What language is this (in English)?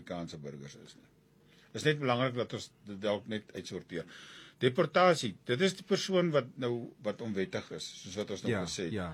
Afrikaans